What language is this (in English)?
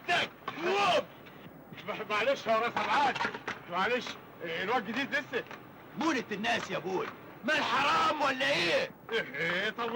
Egyptian Arabic